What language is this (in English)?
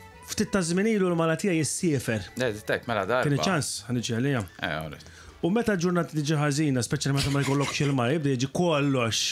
Maltese